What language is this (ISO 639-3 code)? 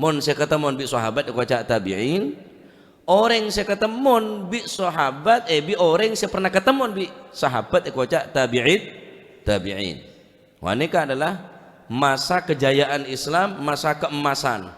mad